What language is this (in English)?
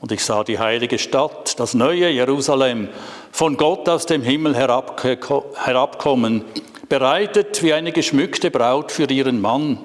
Swiss German